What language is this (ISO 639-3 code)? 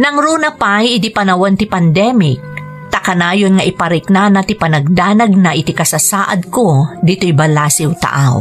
ilo